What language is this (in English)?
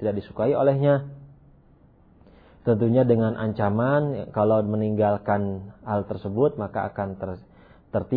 Indonesian